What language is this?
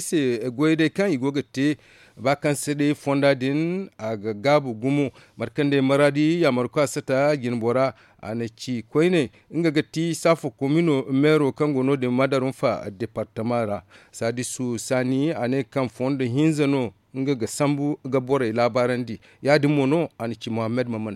Zarma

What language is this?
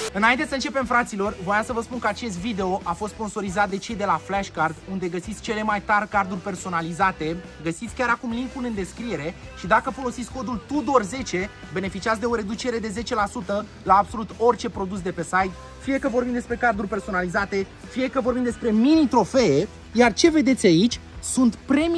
Romanian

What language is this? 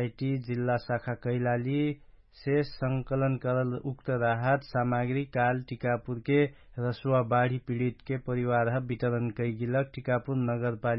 Dangaura Tharu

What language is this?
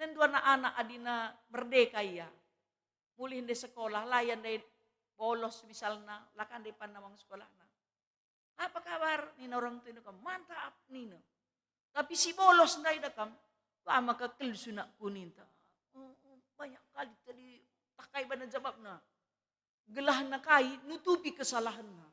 Batak Karo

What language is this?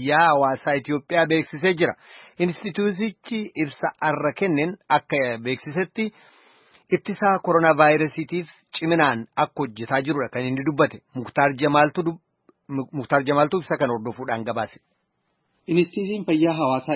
Oromo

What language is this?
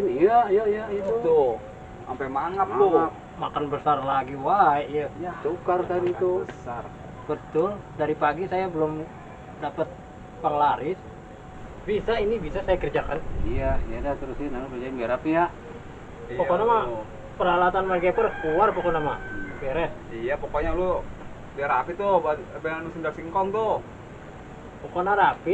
Betawi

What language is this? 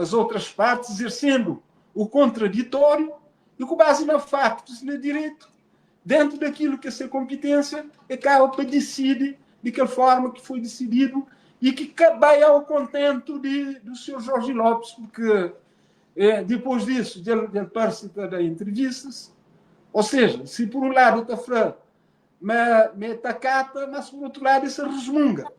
Kabuverdianu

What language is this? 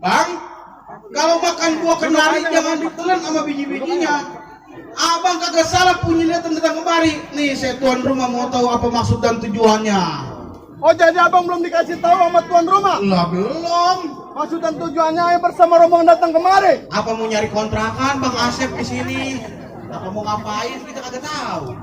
Betawi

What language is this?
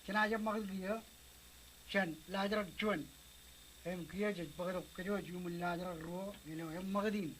Marshallese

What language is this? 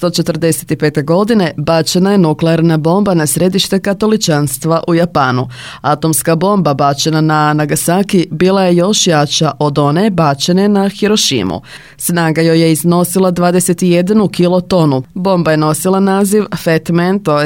Croatian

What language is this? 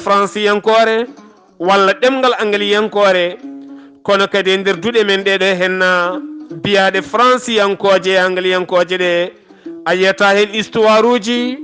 Fula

